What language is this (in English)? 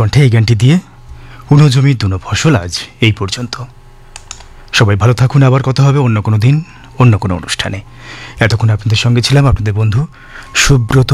Bangla